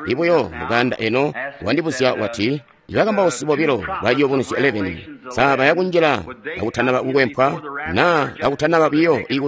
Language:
Tonga (Zambia)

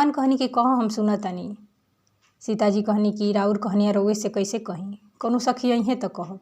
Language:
Bhojpuri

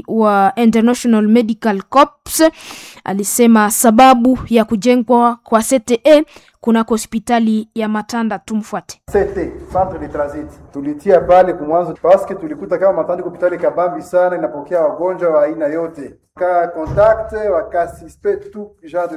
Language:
Swahili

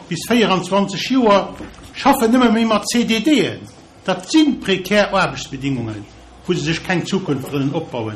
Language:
Luxembourgish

